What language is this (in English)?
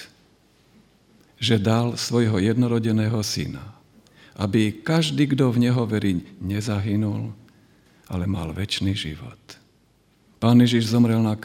Slovak